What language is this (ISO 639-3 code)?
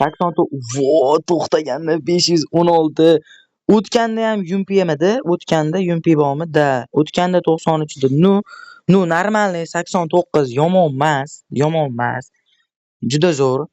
uzb